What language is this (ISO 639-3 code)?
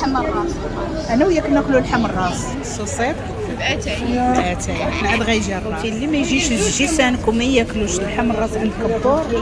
ary